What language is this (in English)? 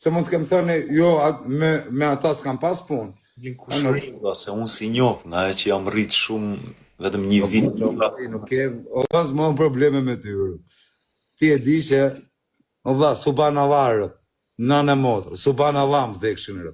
Albanian